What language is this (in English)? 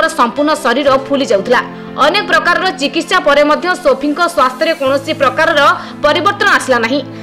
Odia